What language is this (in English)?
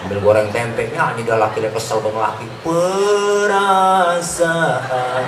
Betawi